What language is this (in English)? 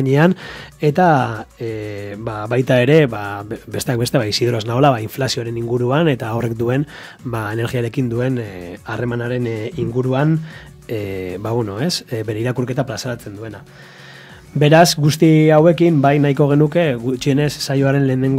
Basque